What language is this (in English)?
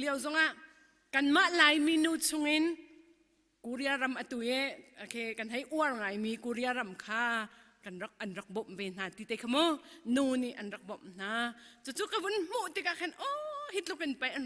Hakha Chin